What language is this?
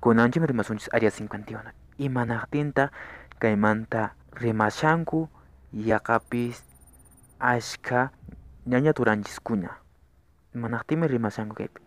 Quechua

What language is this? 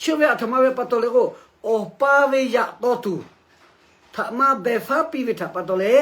Lahu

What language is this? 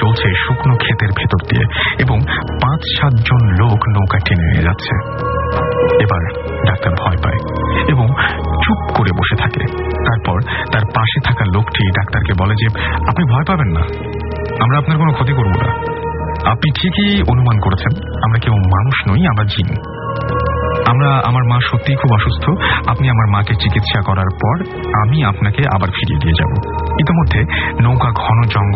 Bangla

